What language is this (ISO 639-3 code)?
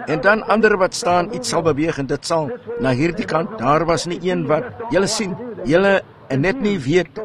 afr